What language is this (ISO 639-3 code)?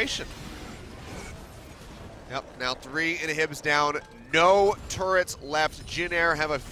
eng